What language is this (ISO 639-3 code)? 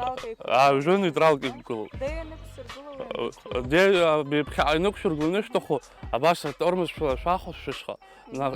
abk